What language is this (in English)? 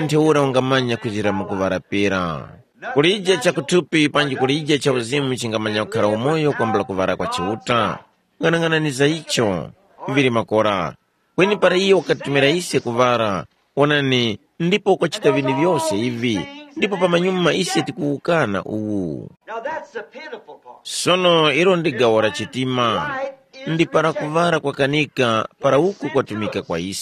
Tumbuka